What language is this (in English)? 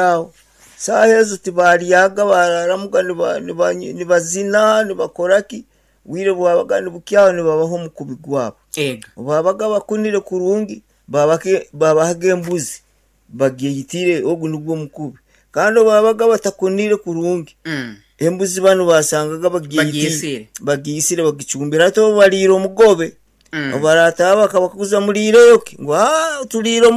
Nyankole